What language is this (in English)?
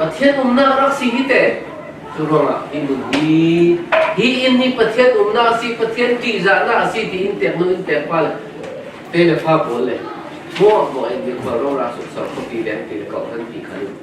Falam Chin